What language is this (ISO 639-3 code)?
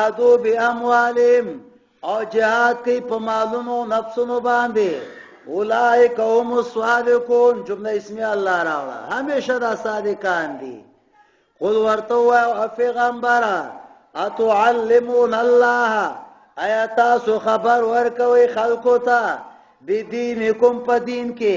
pus